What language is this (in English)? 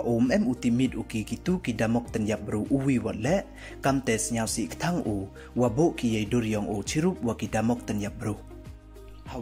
Pnar